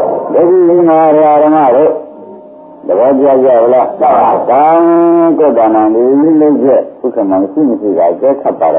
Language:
Burmese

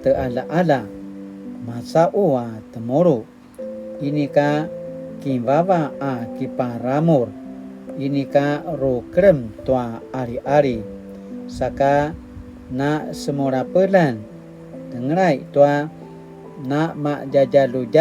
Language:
Paiwan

